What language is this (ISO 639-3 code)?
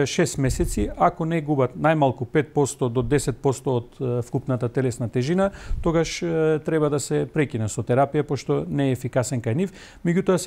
mkd